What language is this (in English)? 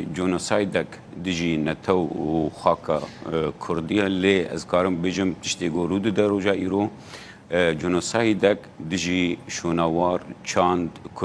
Kurdish